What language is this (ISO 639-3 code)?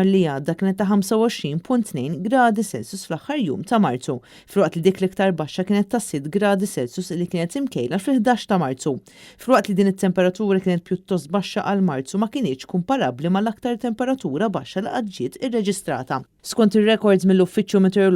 mlt